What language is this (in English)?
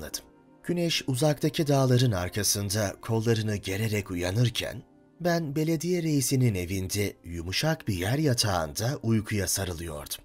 Turkish